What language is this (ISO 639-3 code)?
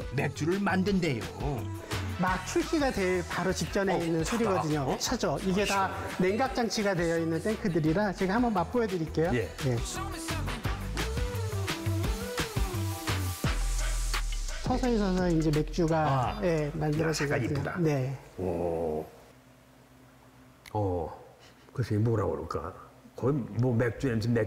kor